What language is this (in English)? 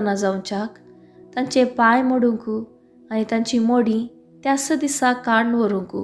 Konkani